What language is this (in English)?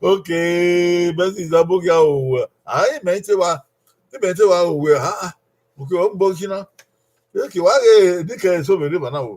Bini